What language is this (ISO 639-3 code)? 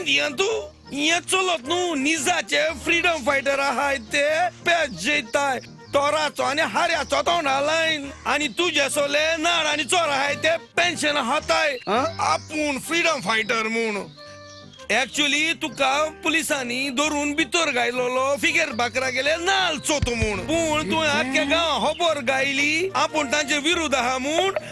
kok